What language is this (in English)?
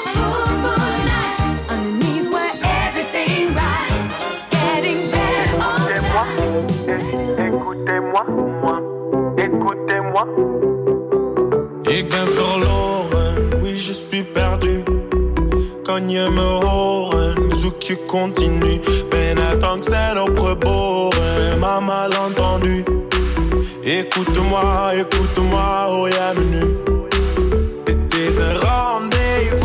Dutch